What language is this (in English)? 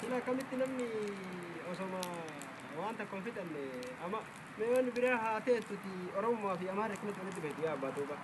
Oromo